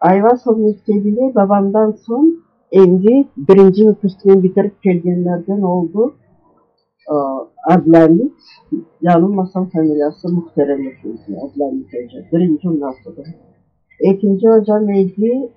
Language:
Crimean Tatar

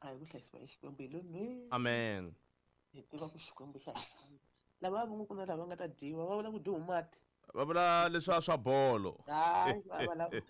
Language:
Tsonga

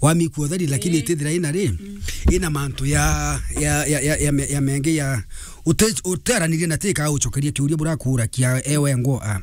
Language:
Meru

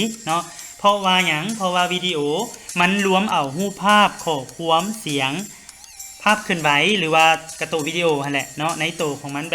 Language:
Lao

